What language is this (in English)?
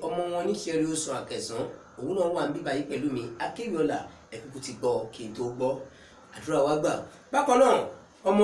Yoruba